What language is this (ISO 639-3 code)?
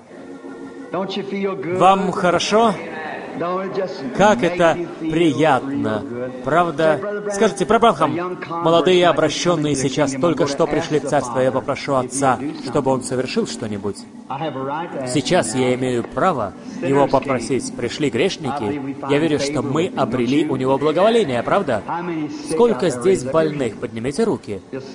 rus